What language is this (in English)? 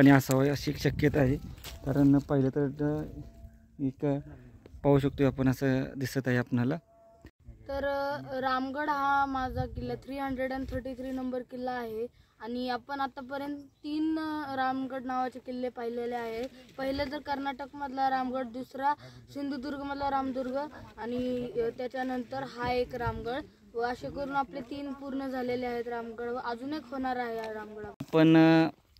Marathi